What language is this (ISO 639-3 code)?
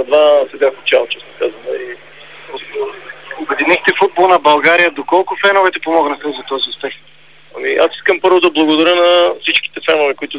bul